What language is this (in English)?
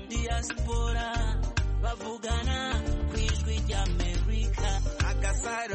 Kinyarwanda